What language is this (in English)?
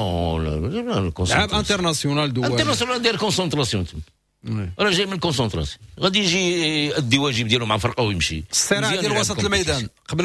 Moroccan Arabic